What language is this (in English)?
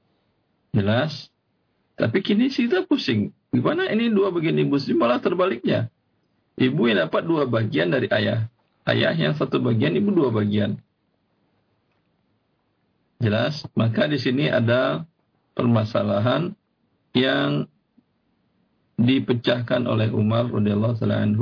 Indonesian